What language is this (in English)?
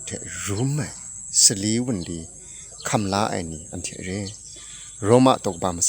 Kachin